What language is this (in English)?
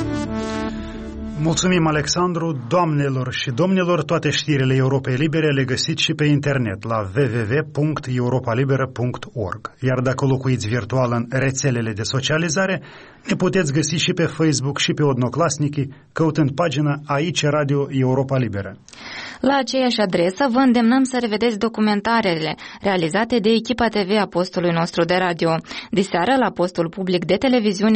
Romanian